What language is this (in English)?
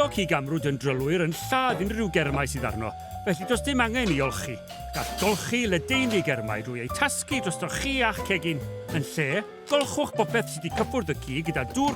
Welsh